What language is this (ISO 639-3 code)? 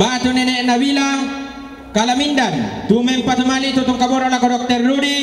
sda